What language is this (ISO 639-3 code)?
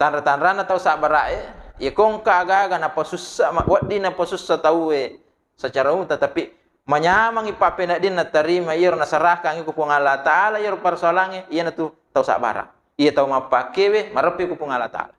bug